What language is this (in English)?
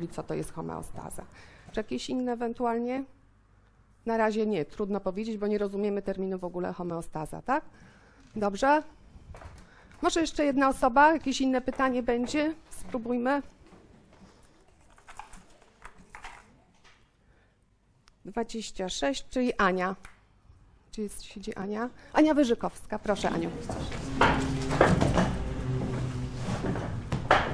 Polish